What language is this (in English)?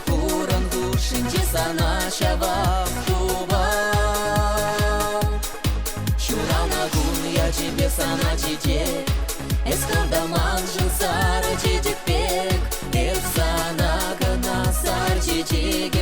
Chuvash